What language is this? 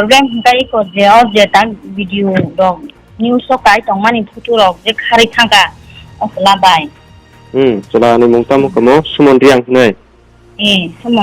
Kok Borok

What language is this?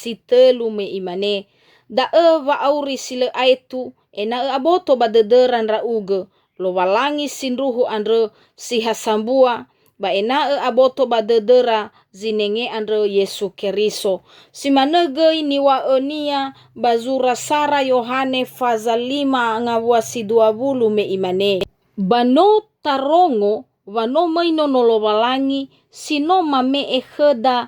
Nias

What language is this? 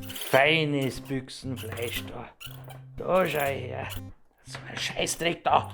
Bavarian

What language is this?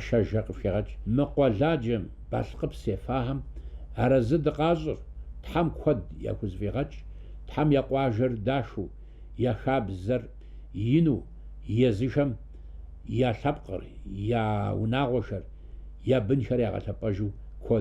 Kabardian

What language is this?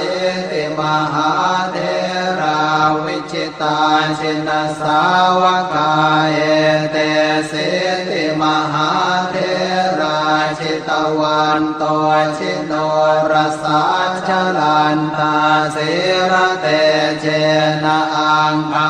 Pali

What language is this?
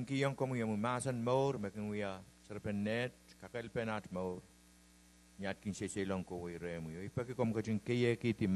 Pohnpeian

